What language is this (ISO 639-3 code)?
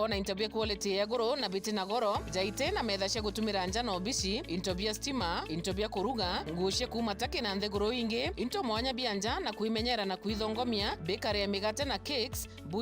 mer